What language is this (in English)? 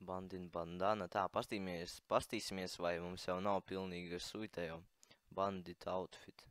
Latvian